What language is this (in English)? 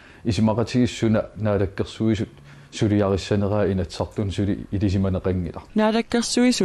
Kalaallisut